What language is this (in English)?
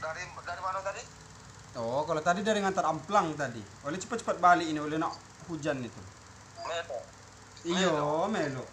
Musi